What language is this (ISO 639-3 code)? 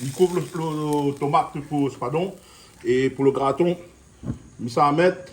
rcf